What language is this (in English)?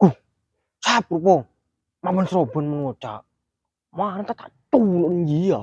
Madurese